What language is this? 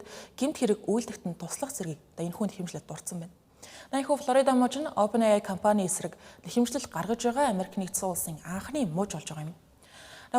Mongolian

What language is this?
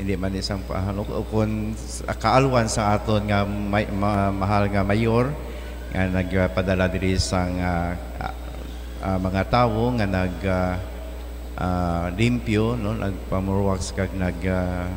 Hiligaynon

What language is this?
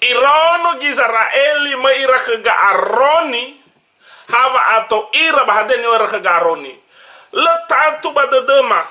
Nias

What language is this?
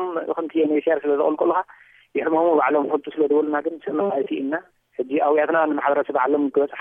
Tigrinya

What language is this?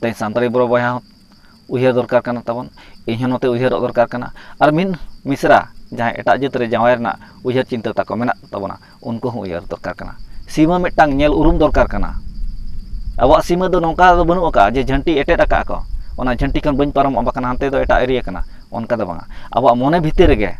Santali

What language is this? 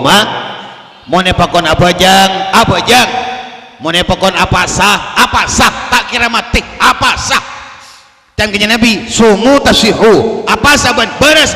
Madurese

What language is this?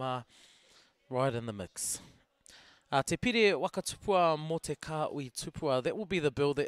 Māori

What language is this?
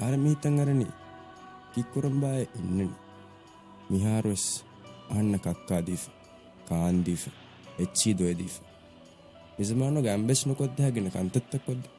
Divehi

